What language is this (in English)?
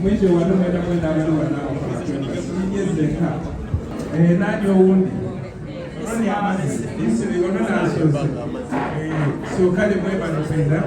Soga